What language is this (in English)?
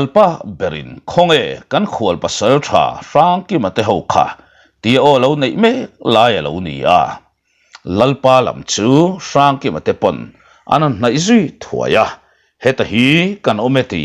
Mizo